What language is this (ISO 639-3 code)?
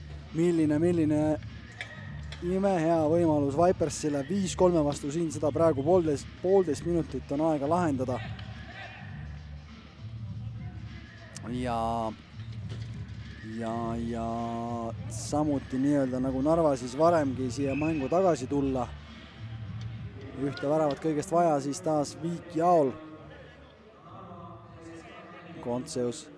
est